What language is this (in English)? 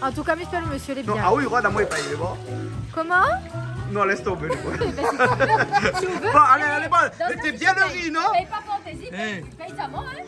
Réunion Creole French